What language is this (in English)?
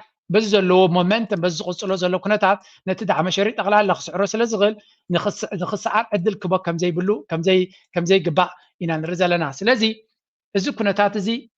Tigrinya